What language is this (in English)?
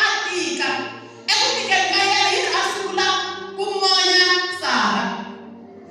Tsonga